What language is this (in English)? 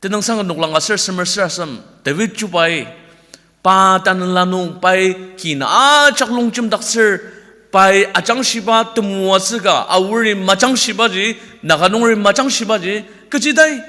Ao Naga